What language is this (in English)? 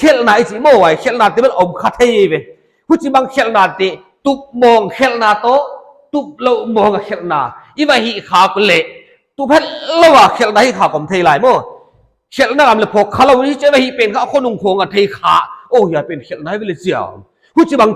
Paite Chin